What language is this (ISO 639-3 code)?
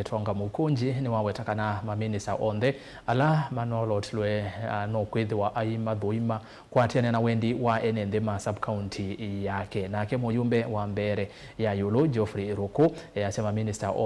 kam